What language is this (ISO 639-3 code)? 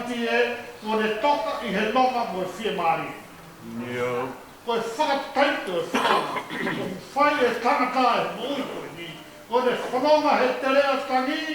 ton